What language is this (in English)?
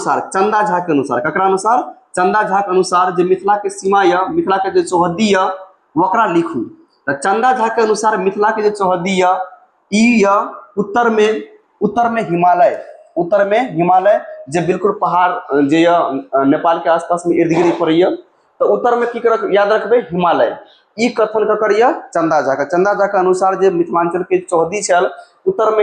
Maithili